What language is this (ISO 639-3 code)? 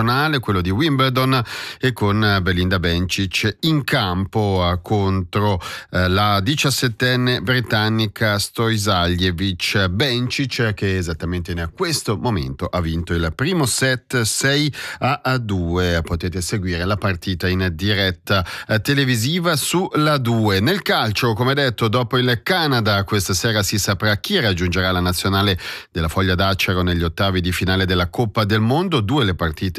ita